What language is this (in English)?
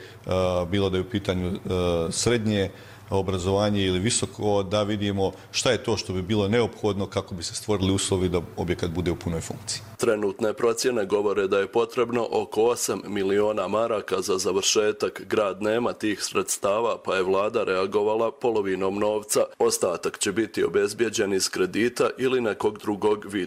Croatian